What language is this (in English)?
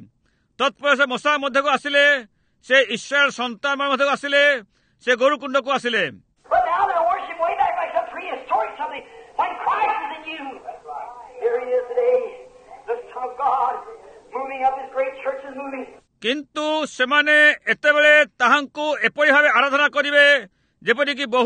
Odia